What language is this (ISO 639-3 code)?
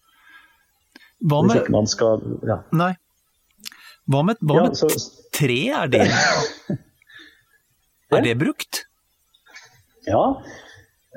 nor